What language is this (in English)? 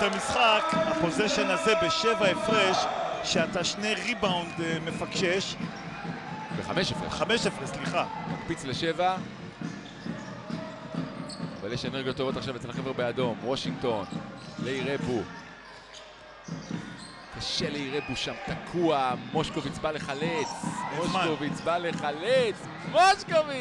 Hebrew